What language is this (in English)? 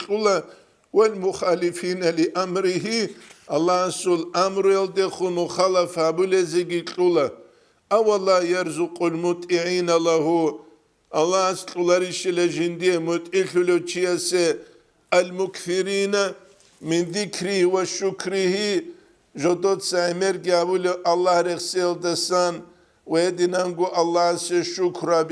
Avaric